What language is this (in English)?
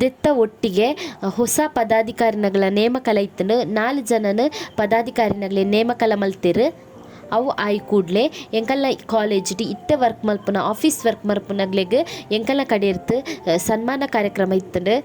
Tulu